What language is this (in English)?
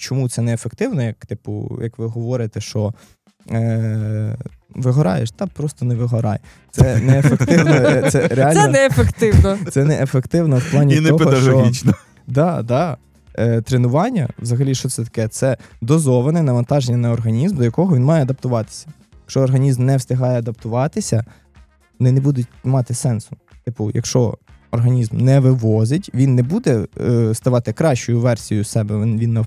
Ukrainian